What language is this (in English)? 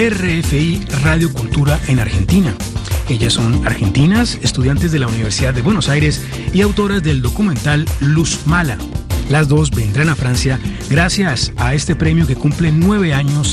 Spanish